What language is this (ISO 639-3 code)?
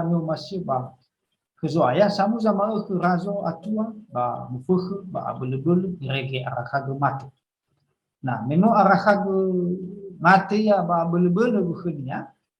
nia